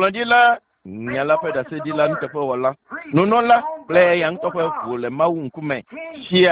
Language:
Ewe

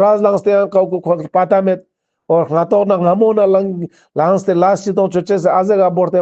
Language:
Ladakhi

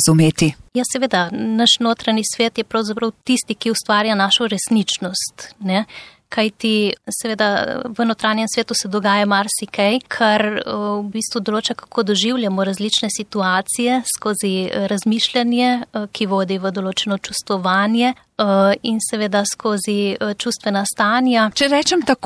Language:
Slovenian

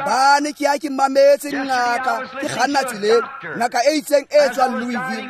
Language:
Tswana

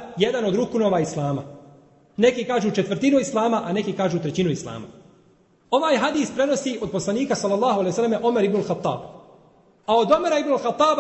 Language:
Bosnian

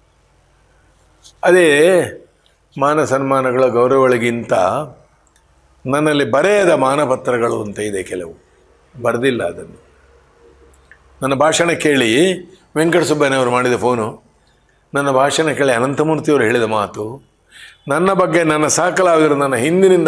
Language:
Kannada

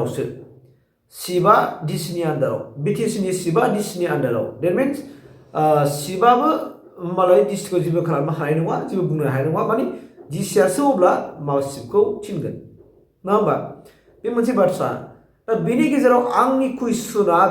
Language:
Bodo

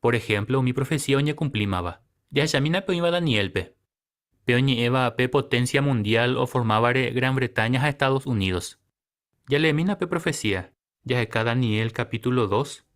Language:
Guarani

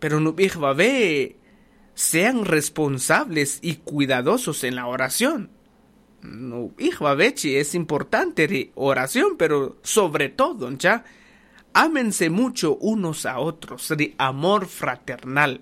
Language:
Kaqchikel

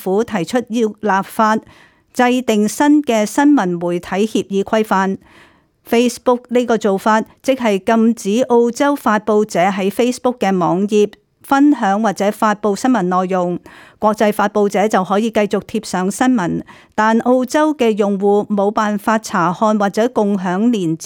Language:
Cantonese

